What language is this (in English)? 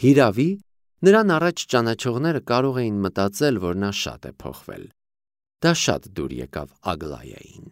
Armenian